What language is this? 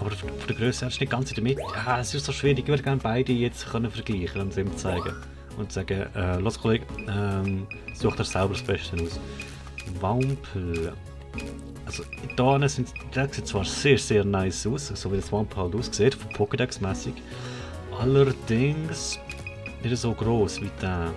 Swiss German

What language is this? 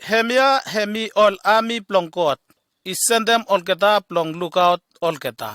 Bislama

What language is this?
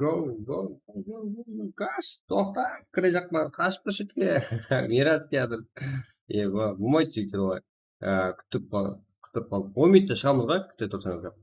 Kara-Kalpak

